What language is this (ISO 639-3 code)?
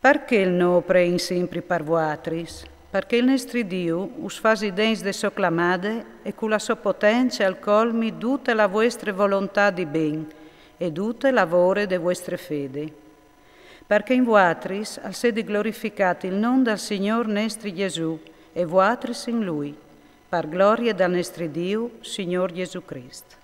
fur